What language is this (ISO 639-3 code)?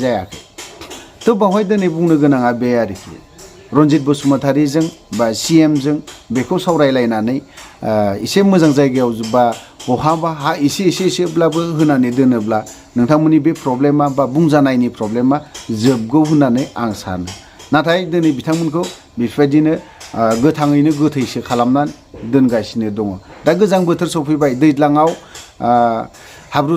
brx